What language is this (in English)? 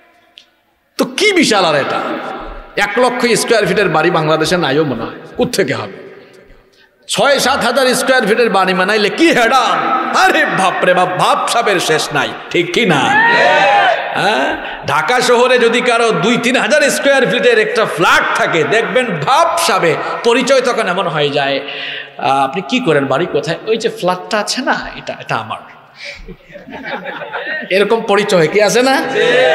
Bangla